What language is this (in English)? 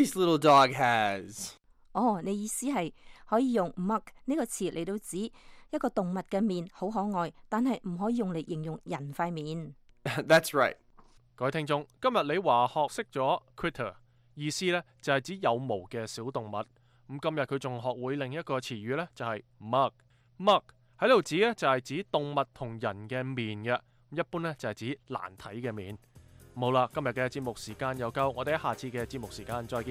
Cantonese